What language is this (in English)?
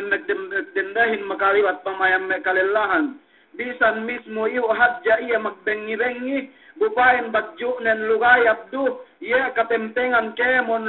Yakan